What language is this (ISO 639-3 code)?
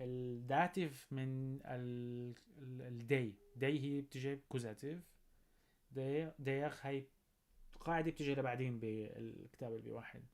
apc